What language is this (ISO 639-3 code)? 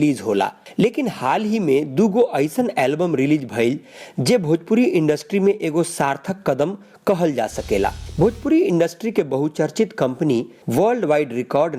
bho